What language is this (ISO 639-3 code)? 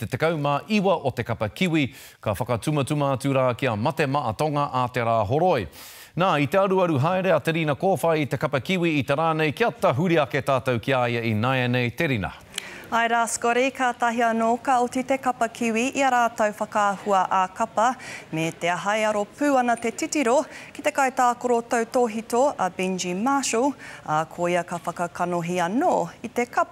mri